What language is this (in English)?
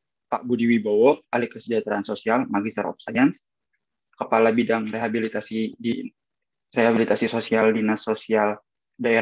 Indonesian